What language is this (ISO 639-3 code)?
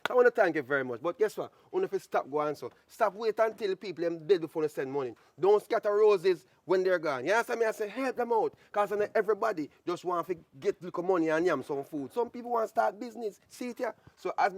jam